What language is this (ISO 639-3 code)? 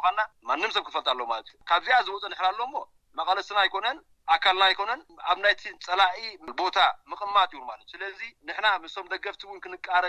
tir